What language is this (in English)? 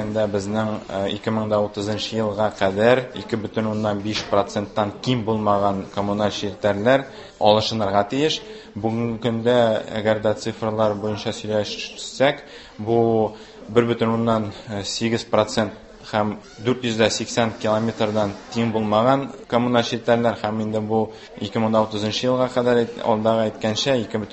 Tatar